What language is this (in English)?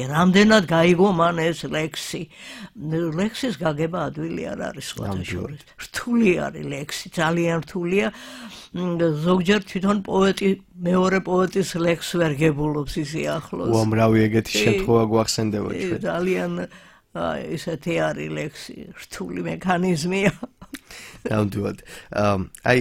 Georgian